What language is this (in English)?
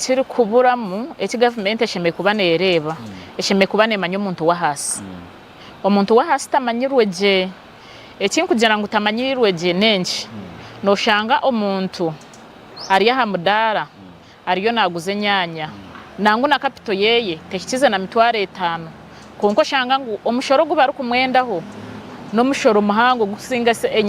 Nyankole